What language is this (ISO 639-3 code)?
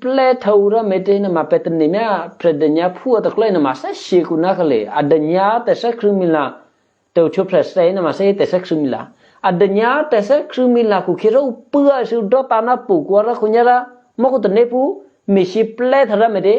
eky